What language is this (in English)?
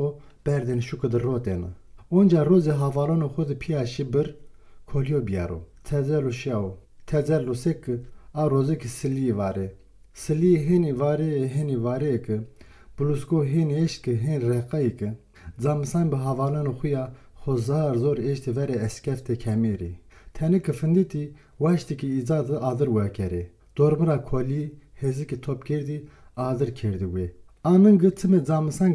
Zaza